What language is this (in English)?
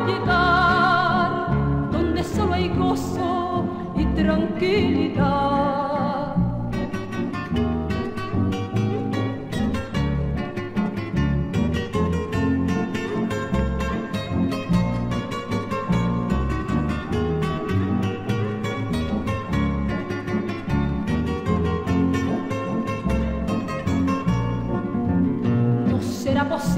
Spanish